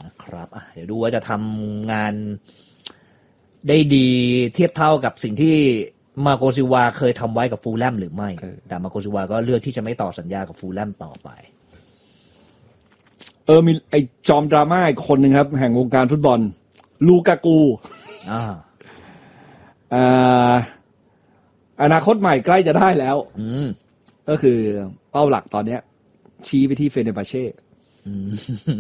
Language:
Thai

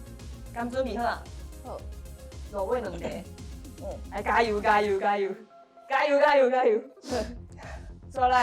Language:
Min Nan Chinese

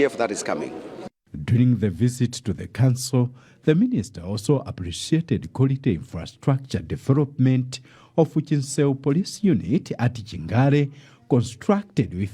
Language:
English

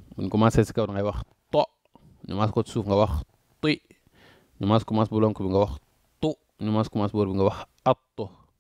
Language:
Wolof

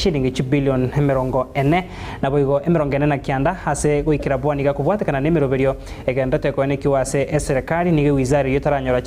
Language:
Gusii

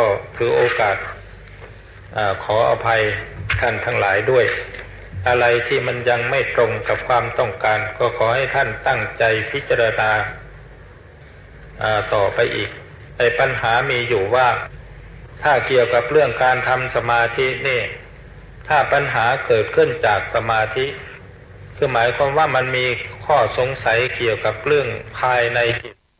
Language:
Thai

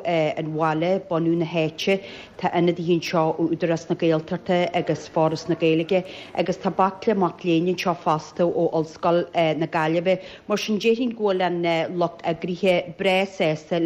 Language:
Irish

